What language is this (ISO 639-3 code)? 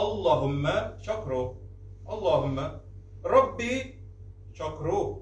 tat